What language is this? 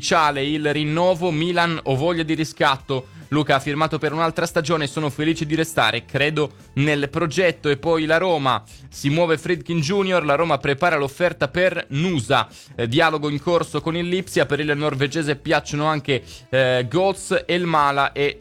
Italian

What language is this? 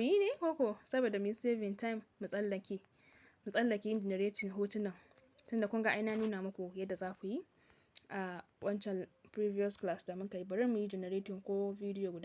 Hausa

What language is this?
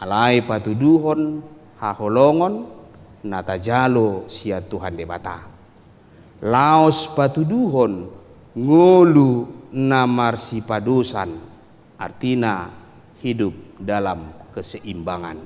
Batak Toba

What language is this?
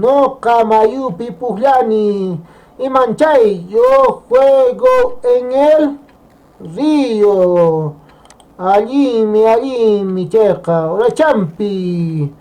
Quechua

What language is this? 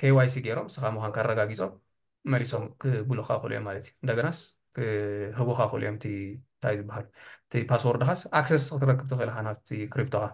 Tigrinya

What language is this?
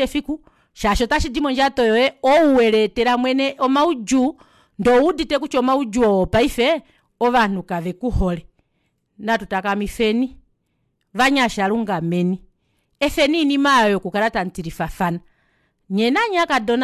Kuanyama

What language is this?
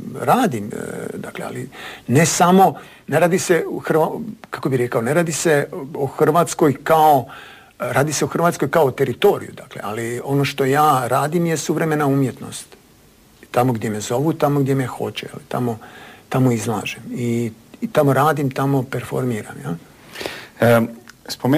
Croatian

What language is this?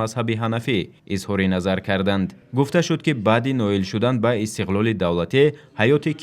Tajik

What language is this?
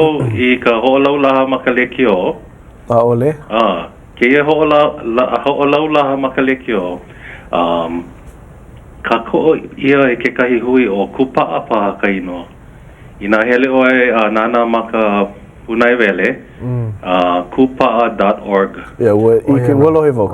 Hawaiian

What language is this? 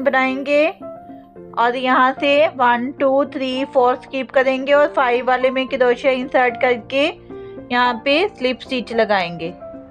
Hindi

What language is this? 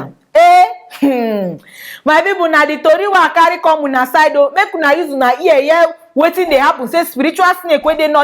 Nigerian Pidgin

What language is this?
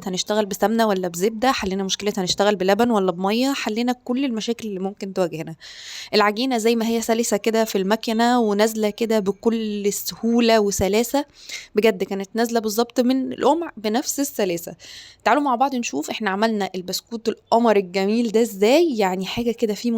Egyptian Arabic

